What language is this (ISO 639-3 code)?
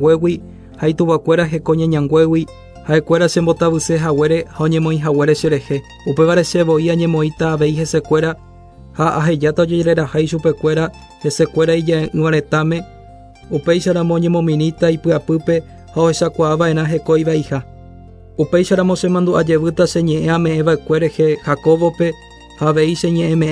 grn